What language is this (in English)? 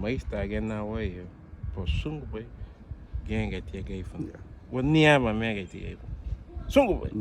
Garifuna